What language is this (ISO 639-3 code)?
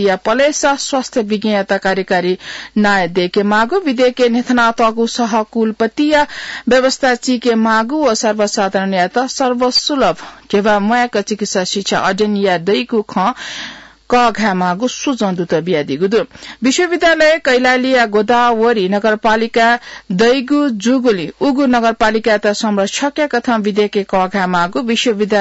new